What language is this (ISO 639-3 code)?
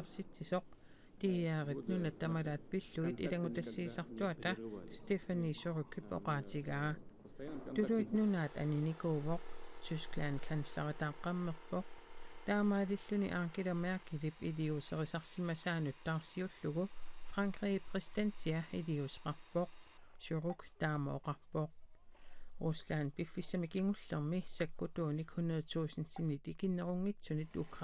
kal